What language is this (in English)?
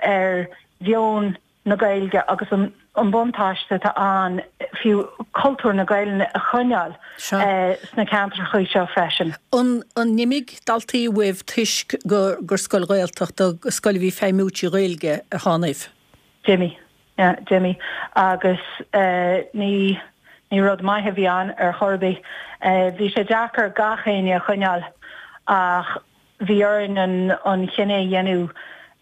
Irish